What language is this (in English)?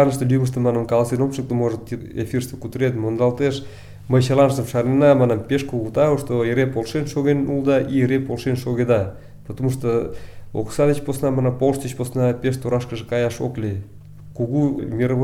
Mari